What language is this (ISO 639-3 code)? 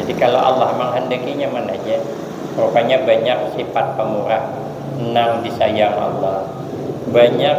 bjn